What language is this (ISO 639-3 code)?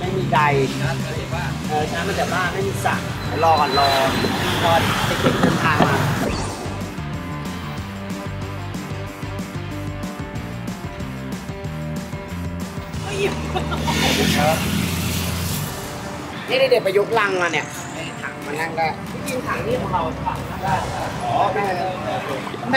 tha